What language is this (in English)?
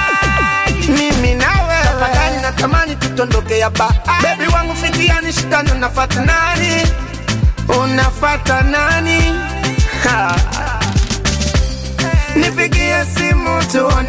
Swahili